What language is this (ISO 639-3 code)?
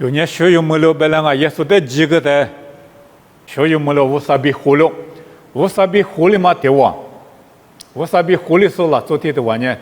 lis